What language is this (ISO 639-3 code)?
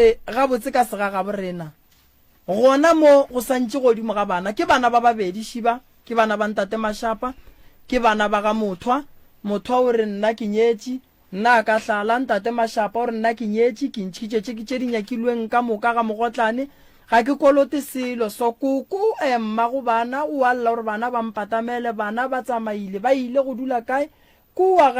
nso